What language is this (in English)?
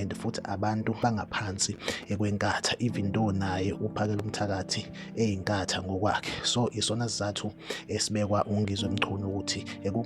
Zulu